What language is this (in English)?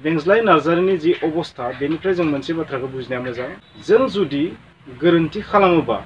Bodo